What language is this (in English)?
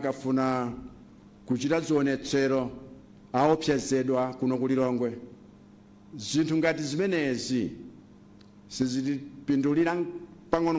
Nyanja